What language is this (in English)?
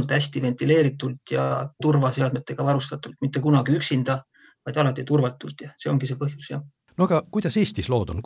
Estonian